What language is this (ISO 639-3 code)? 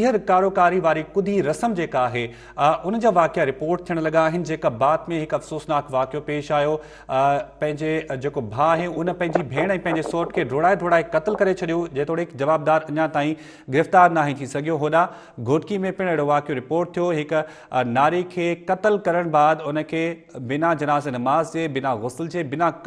snd